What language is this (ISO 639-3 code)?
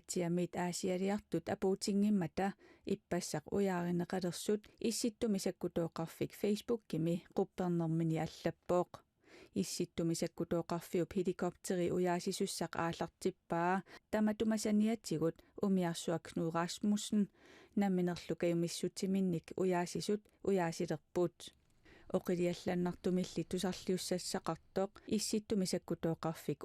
kal